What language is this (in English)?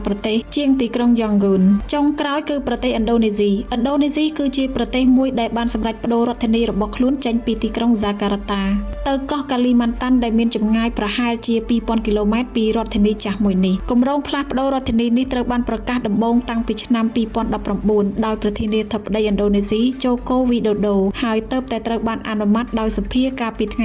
Khmer